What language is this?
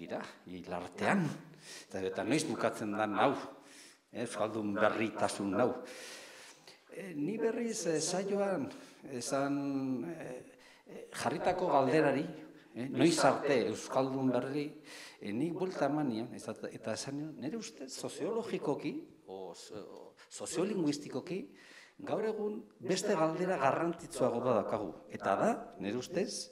Basque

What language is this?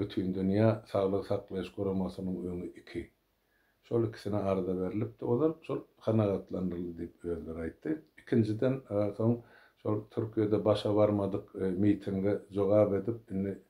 Turkmen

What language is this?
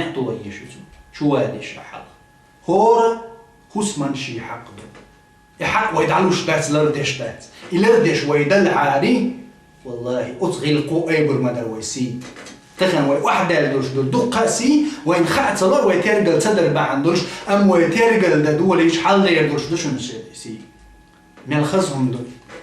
Chechen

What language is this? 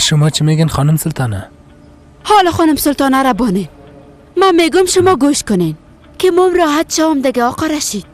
Persian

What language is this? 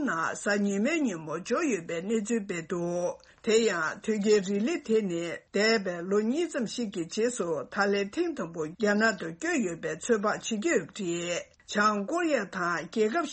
Tibetan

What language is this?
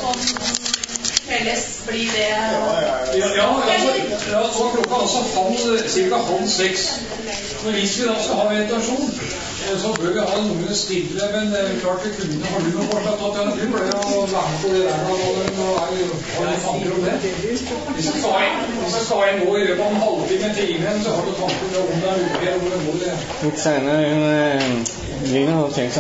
Norwegian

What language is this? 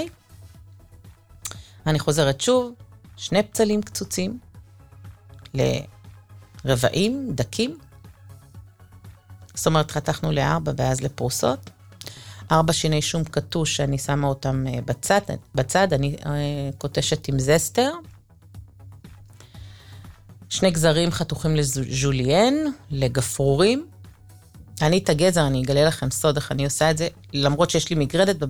Hebrew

